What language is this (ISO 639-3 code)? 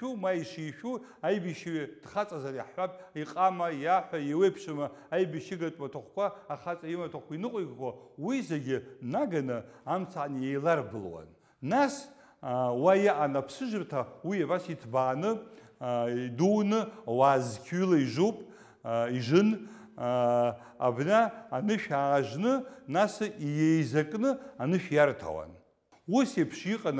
abk